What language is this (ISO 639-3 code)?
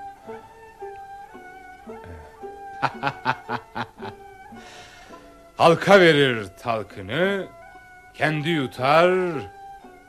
tur